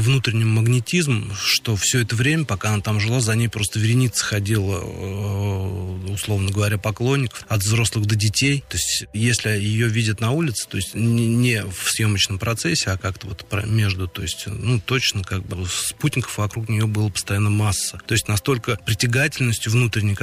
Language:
Russian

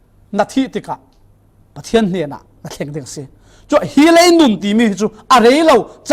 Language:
Falam Chin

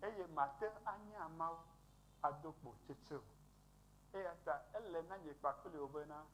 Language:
Ewe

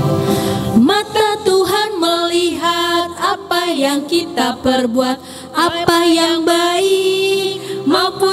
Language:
Indonesian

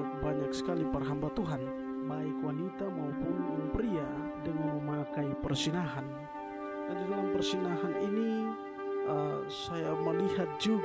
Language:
Indonesian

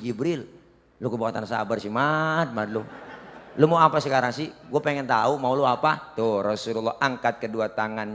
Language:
Betawi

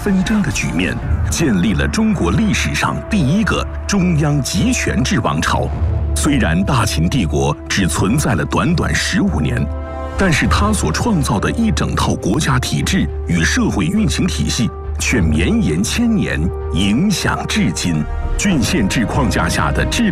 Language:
Chinese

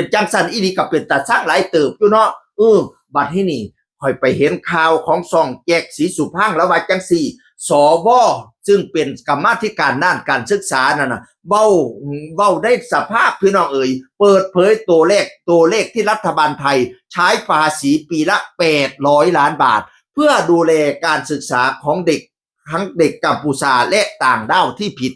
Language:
Northeastern Thai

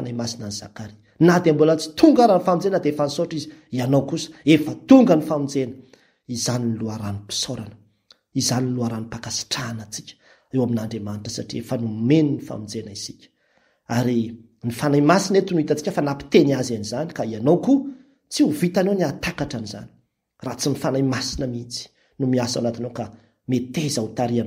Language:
Malagasy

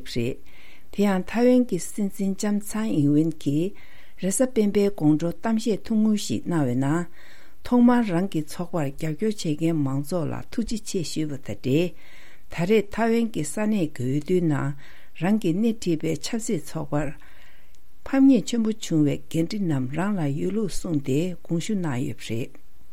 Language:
Tibetan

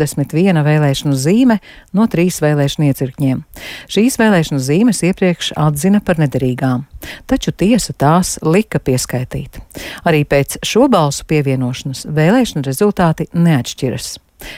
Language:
Latvian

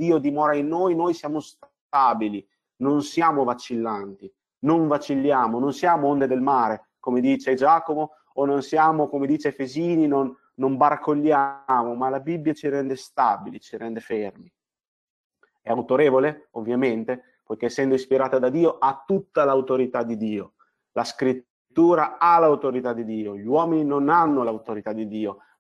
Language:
Italian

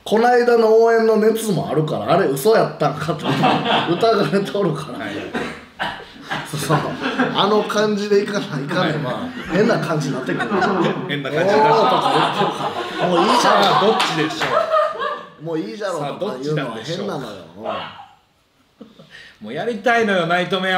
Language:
Japanese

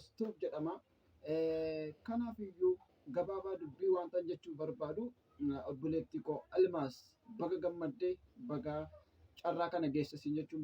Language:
Oromo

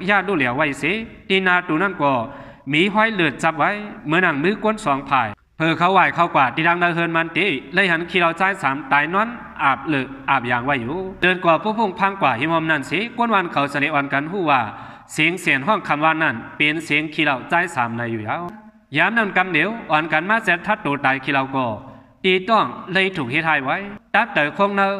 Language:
Shan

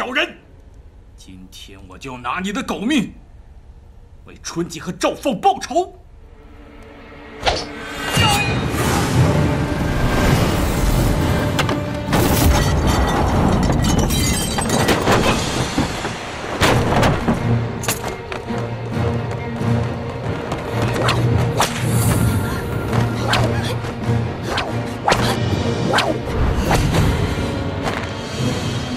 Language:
Chinese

